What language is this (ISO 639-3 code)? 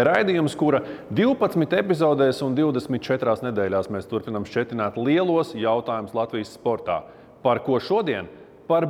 lav